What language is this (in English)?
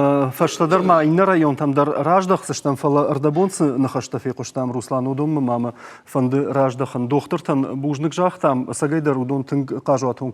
Ossetic